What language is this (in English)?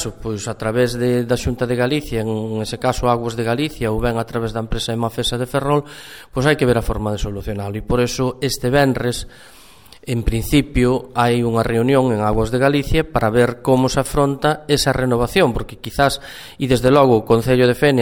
Galician